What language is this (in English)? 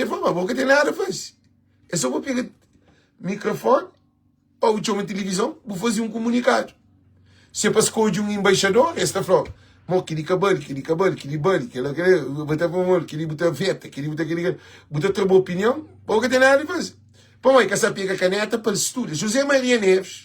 Kabuverdianu